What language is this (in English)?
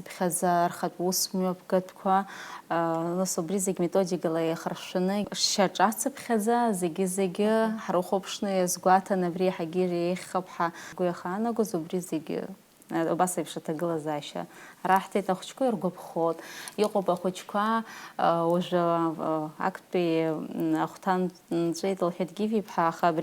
Abkhazian